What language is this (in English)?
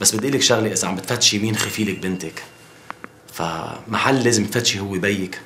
North Levantine Arabic